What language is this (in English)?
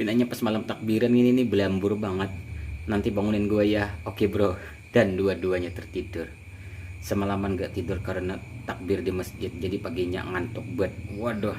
Banjar